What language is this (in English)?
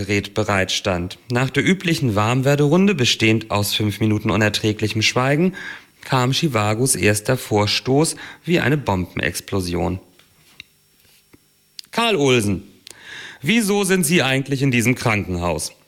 German